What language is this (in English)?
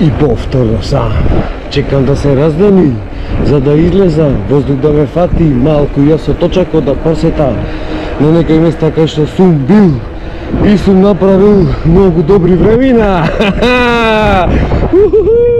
Macedonian